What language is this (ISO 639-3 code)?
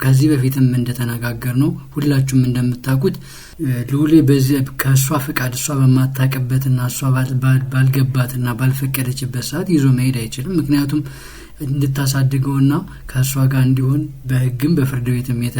amh